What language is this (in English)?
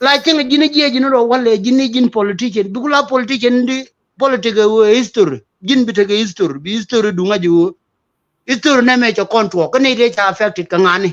Nuer